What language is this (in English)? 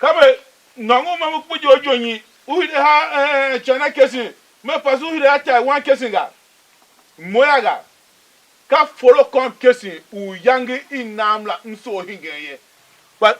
Tiv